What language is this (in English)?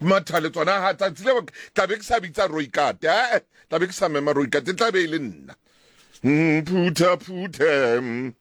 Southern Sotho